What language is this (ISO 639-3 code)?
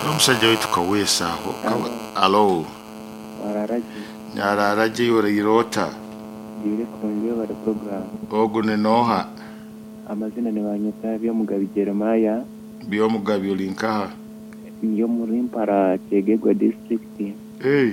nyo